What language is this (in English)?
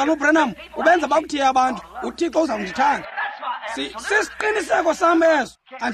Xhosa